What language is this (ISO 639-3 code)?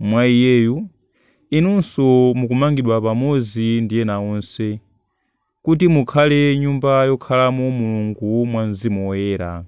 nya